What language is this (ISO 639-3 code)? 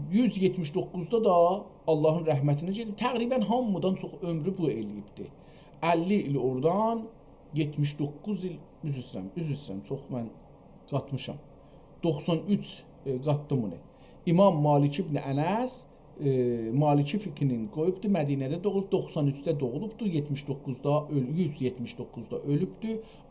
azb